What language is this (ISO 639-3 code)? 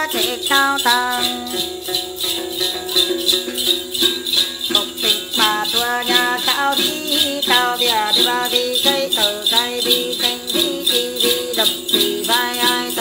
vie